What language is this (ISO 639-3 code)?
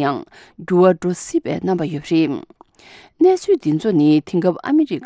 bod